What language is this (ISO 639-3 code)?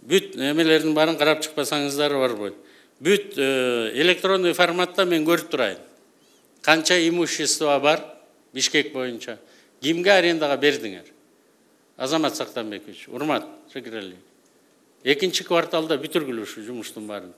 kir